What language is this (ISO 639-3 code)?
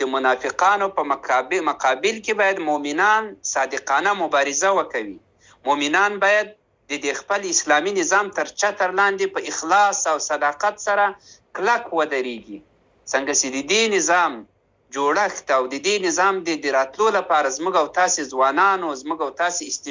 pus